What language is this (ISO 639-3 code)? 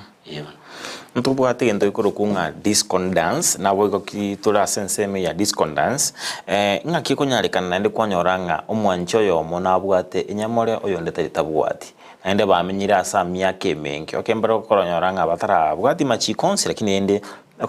guz